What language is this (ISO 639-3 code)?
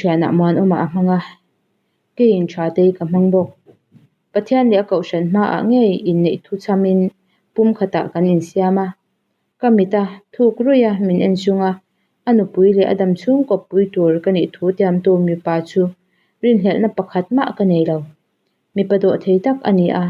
lus